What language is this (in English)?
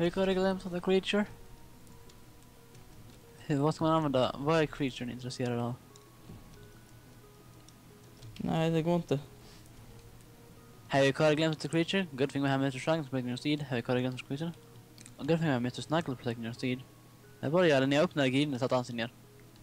Swedish